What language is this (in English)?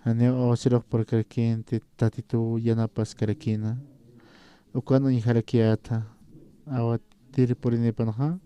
Aymara